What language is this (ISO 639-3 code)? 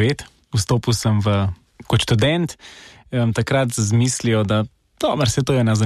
slv